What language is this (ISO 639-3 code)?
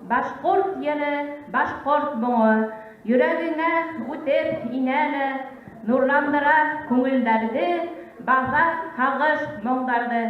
bak